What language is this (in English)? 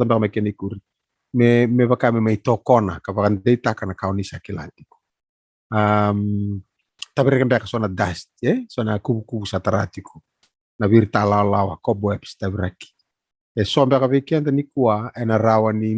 Fijian